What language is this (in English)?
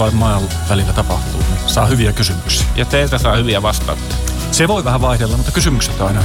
Finnish